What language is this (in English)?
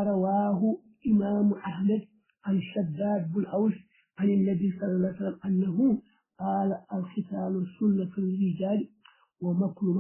Fula